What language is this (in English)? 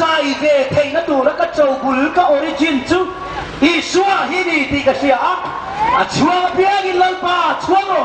Hmar